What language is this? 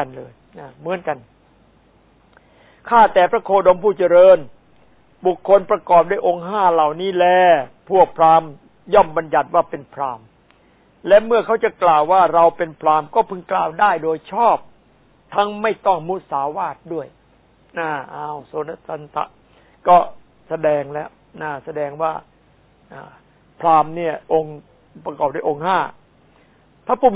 Thai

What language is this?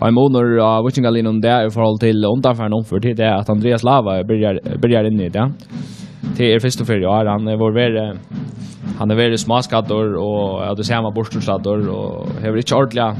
Faroese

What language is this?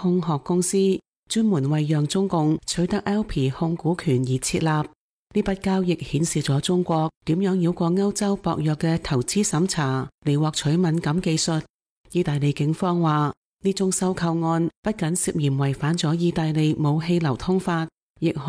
Cantonese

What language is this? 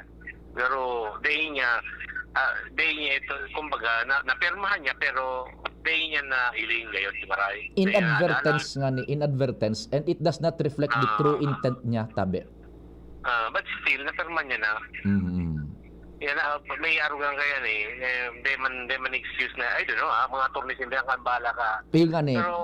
Bikol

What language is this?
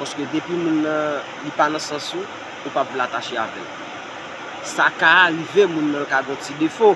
Haitian Creole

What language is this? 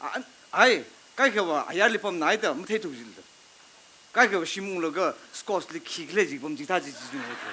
Tangkhul Naga (India)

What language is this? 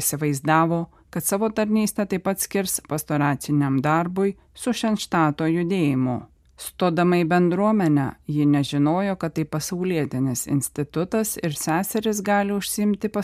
Lithuanian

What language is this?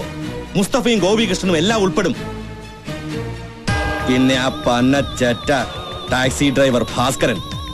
Malayalam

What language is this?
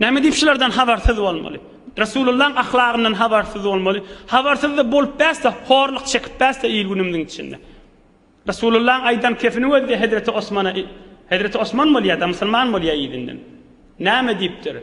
Turkmen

